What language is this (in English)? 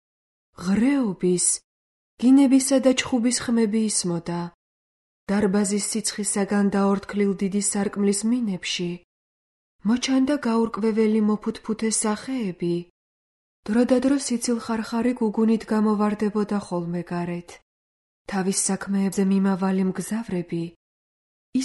Georgian